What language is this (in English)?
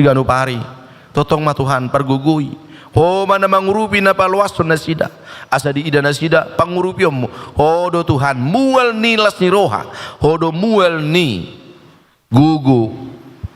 Batak Toba